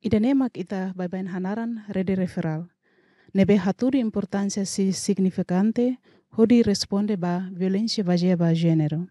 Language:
Tetum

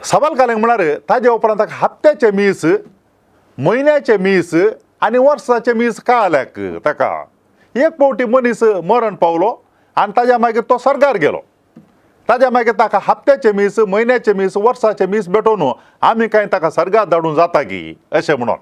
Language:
Konkani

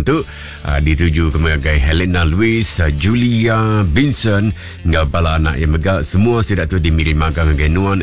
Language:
Iban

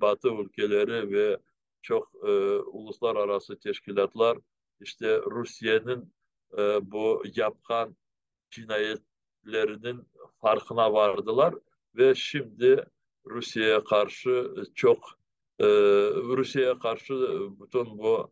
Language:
Crimean Tatar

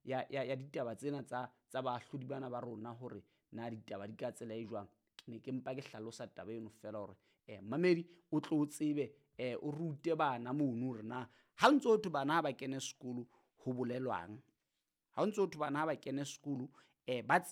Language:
Southern Sotho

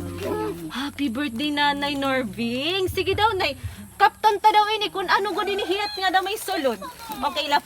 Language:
Waray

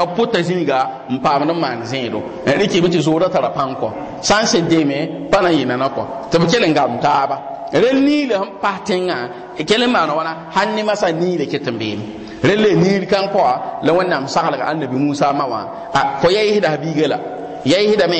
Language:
Mossi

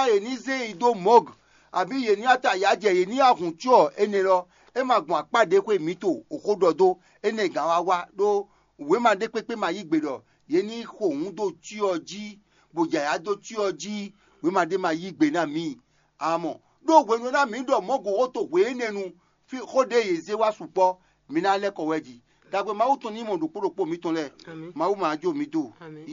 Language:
Fon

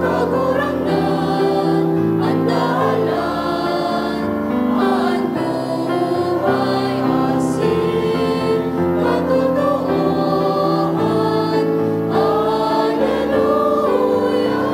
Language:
Bikol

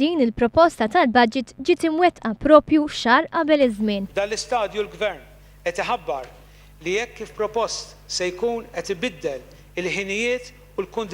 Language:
Maltese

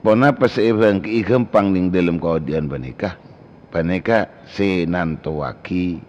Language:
Madurese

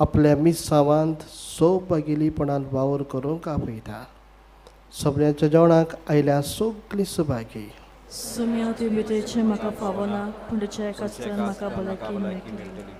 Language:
Konkani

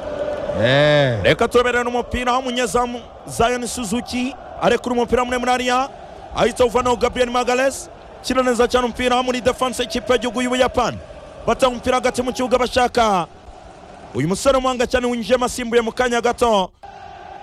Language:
Kinyarwanda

